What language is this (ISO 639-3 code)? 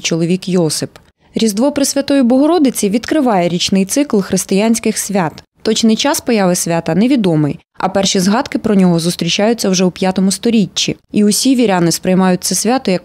ukr